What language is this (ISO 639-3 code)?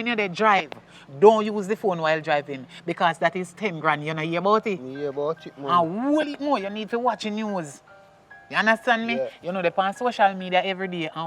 jam